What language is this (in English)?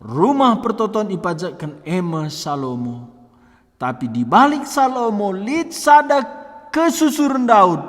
Batak Karo